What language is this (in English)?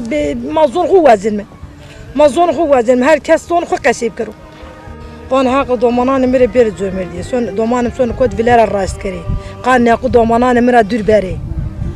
Zaza